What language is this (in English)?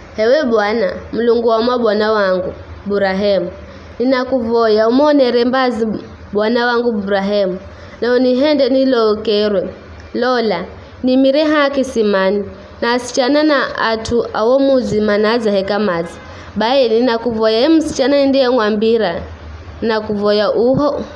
Giryama